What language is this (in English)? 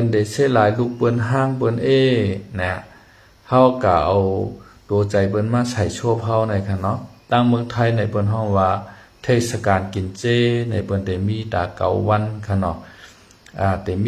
Shan